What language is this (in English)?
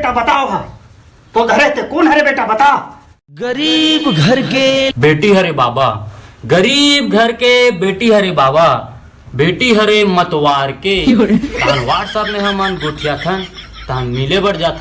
Chhattisgarhi